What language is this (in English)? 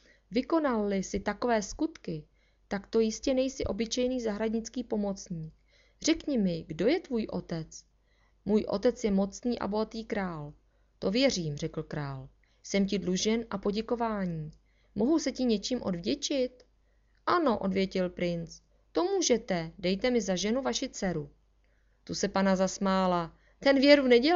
Czech